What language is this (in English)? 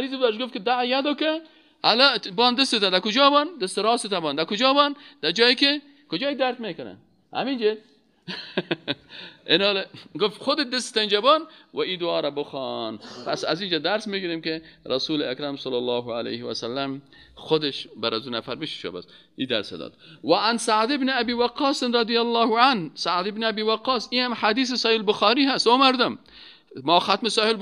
Persian